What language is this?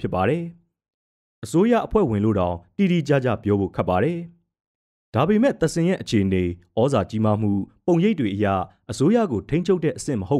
Burmese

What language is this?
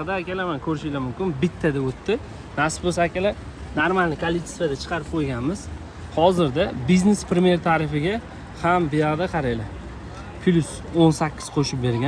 Uzbek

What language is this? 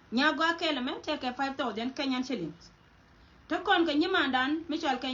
Nuer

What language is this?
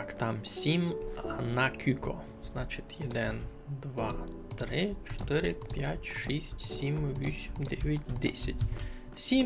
Rusyn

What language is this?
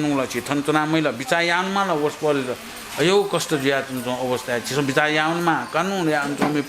Newari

